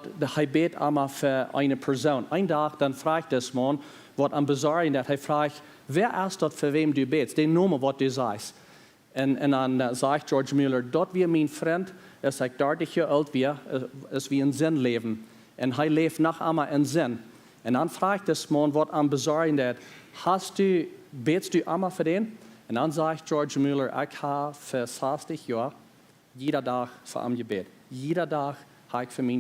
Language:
Plautdietsch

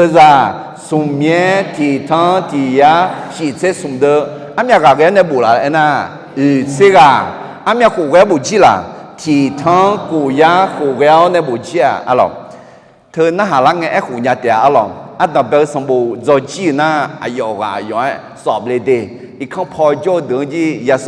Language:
Akha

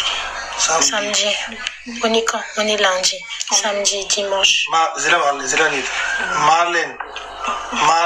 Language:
Lingala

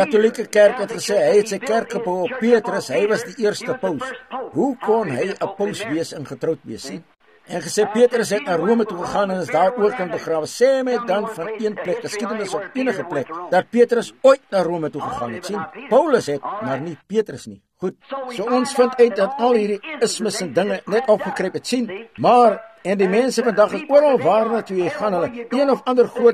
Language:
Afrikaans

